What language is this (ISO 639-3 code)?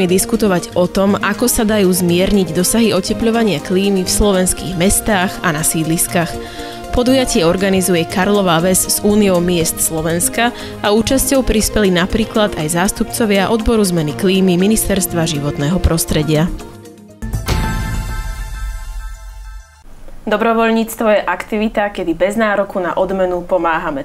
slk